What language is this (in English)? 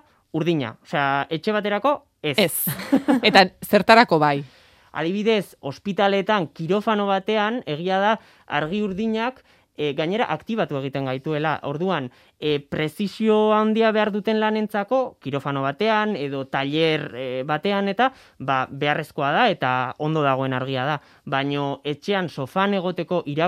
Basque